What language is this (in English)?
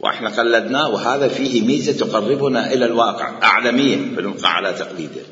Mesopotamian Arabic